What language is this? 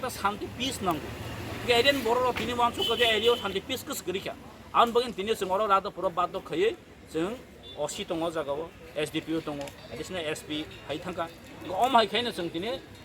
Kok Borok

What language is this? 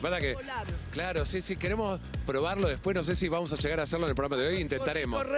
Spanish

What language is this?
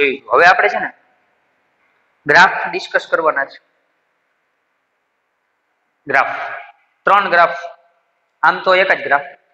Gujarati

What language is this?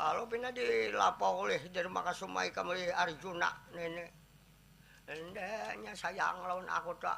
Banjar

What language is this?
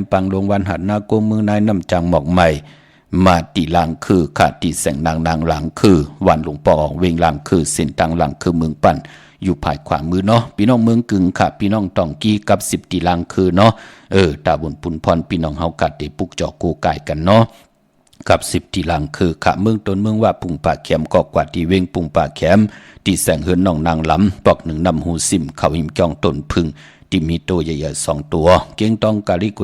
Shan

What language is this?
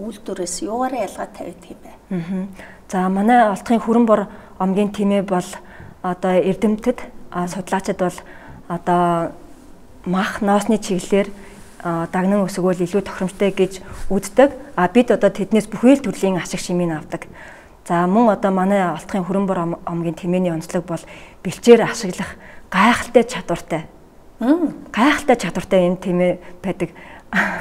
Mongolian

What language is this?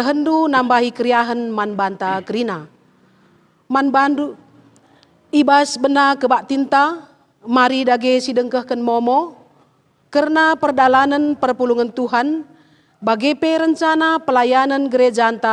Batak Karo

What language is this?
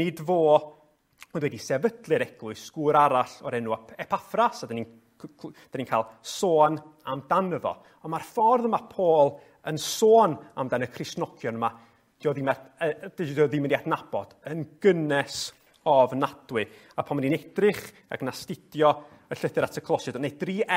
Welsh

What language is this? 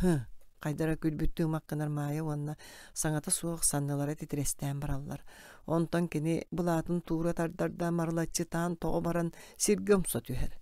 Yakut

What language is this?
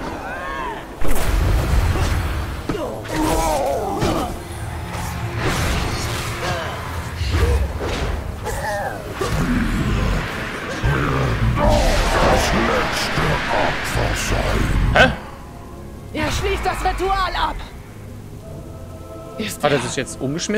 German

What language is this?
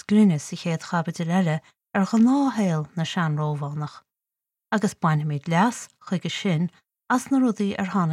Irish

